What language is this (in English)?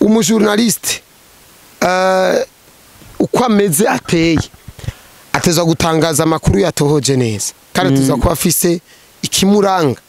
Rundi